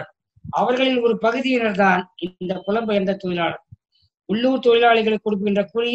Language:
Tamil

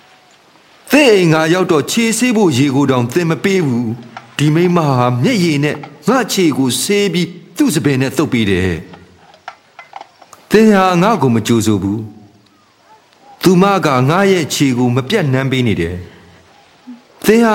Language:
Burmese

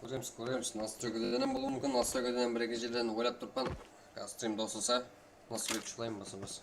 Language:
Kara-Kalpak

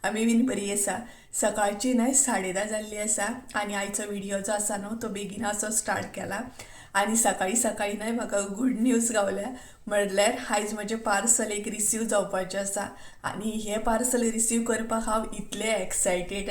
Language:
Konkani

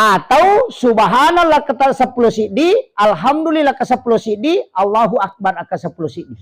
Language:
Buginese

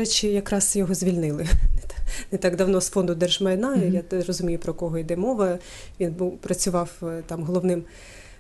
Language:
Ukrainian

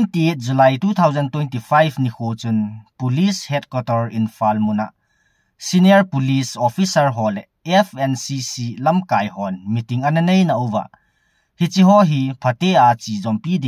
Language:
Thado Chin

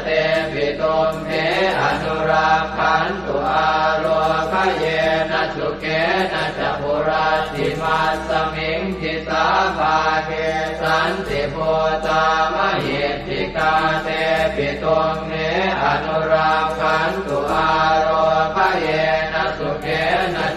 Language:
Pali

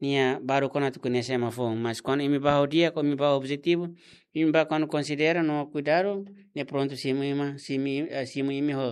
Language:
Tetum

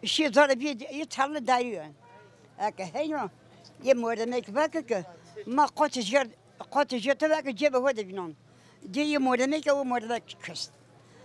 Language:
Zaza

